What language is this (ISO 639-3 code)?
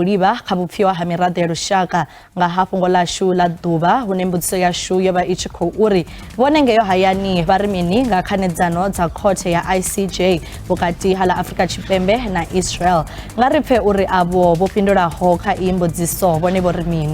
ven